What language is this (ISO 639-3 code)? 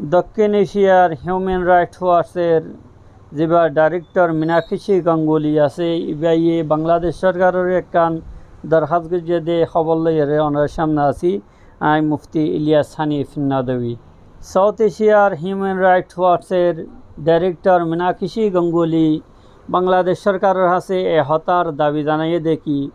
rhg